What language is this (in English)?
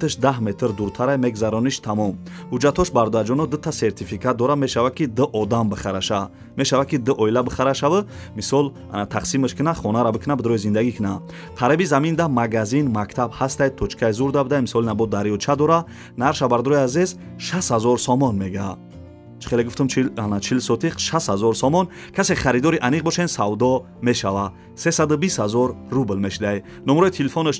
Tajik